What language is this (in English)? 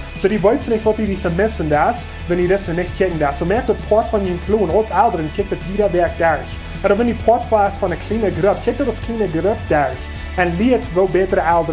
Plautdietsch